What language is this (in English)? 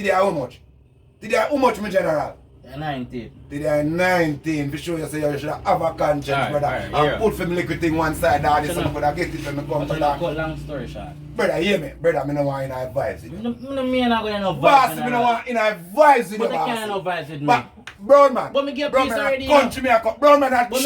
Jamaican Creole English